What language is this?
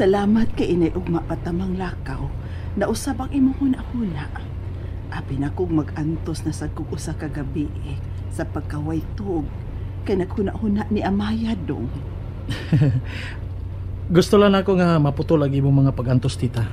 Cebuano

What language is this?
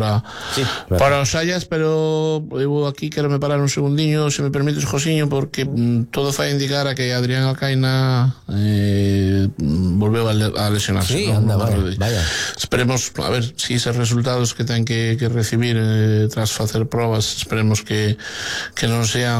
Galician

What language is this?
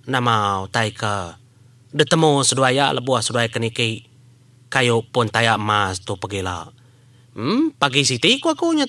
Iban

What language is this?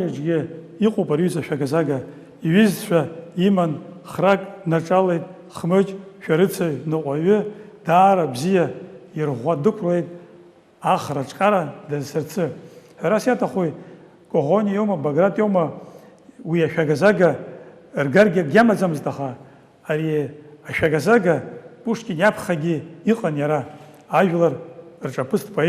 Abkhazian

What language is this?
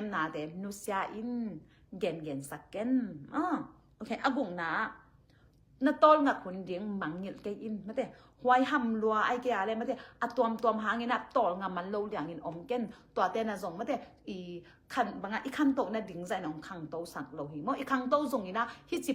Tedim Chin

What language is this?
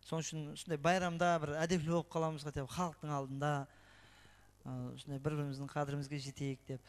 Kara-Kalpak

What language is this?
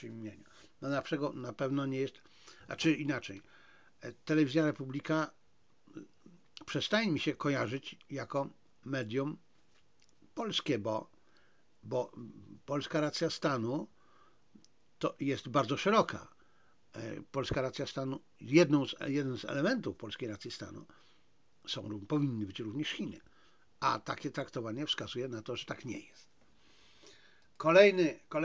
Polish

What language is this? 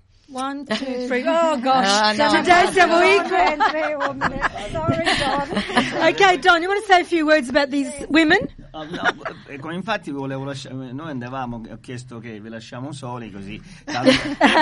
Italian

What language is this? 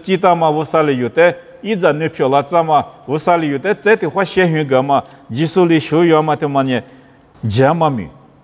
Lisu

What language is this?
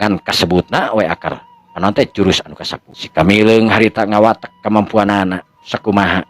Sundanese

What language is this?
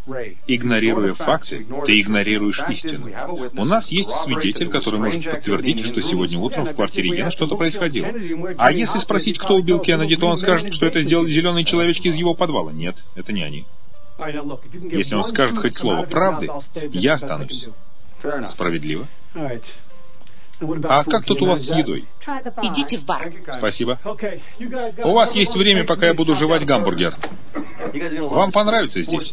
Russian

